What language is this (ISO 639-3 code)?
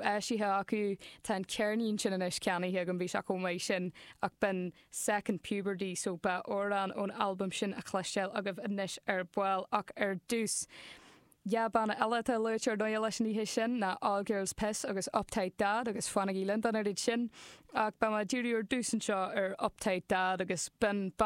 gle